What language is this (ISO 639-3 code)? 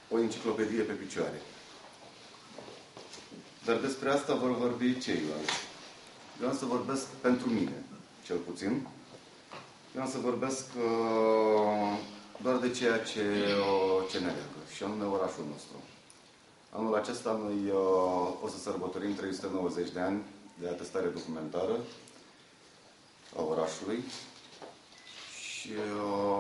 ron